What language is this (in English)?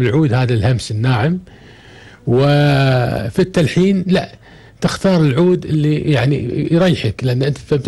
Gulf Arabic